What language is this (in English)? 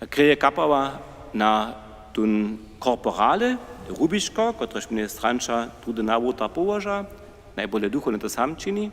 Upper Sorbian